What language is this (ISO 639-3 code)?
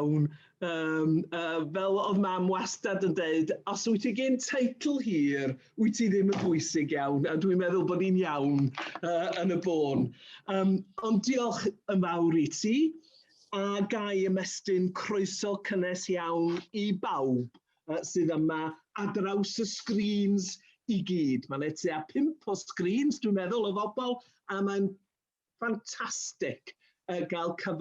cym